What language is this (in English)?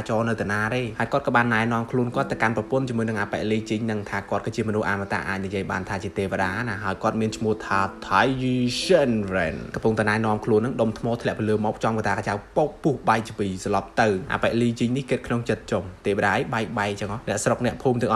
Khmer